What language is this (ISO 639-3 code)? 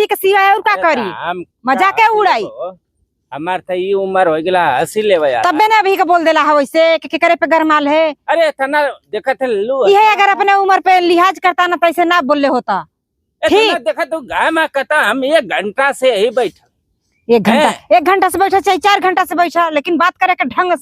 bho